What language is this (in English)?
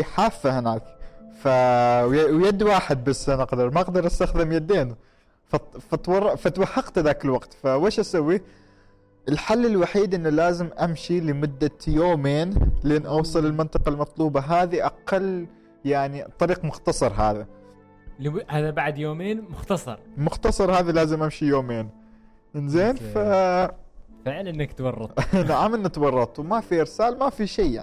Gulf Arabic